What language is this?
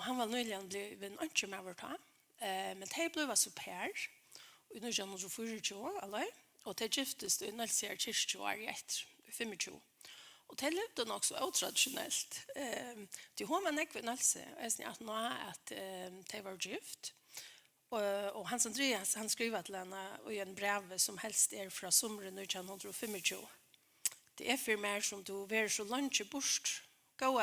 Faroese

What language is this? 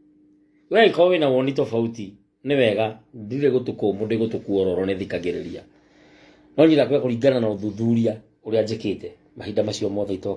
Kikuyu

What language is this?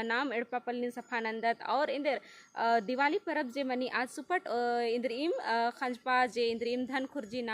Kurukh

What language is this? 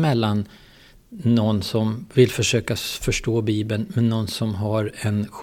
Swedish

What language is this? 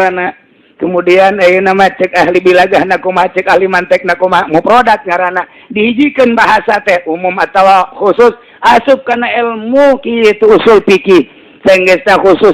Sundanese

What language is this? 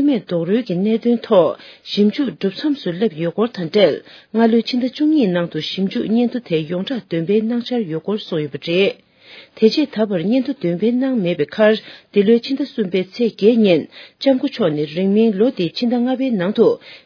Tibetan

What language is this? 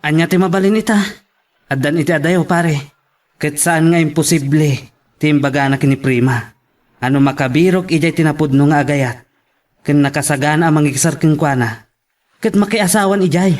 Iloko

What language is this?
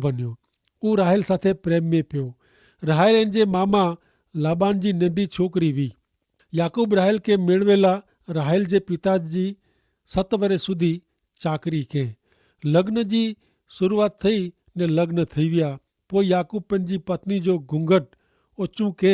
Kachhi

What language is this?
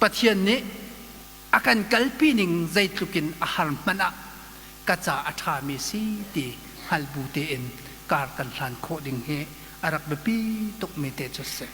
Hakha Chin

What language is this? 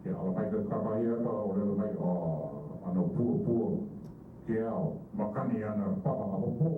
Hawaiian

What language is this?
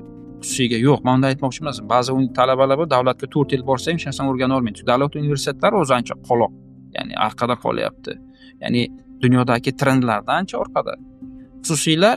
Uzbek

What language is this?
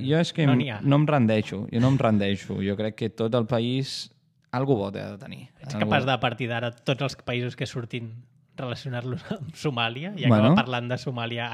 Catalan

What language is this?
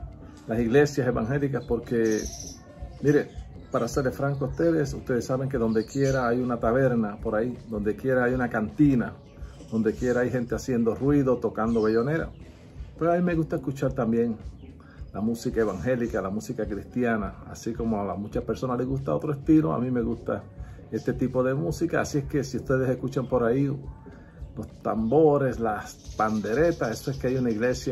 Spanish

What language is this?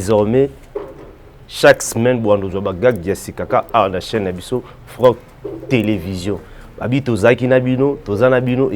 Lingala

